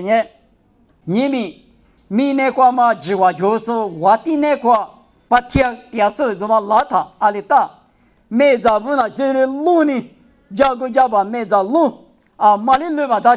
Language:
Lisu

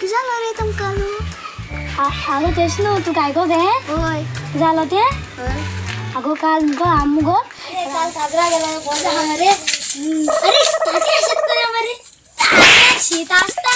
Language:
Konkani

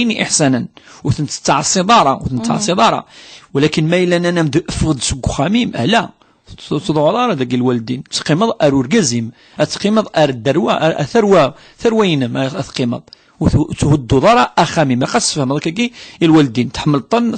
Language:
Kabyle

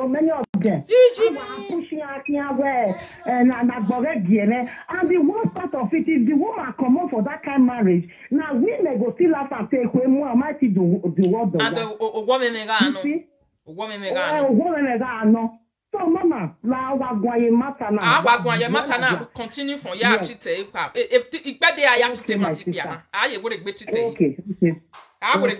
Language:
Nigerian Pidgin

